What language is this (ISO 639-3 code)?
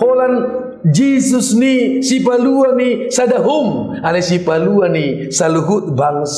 bbc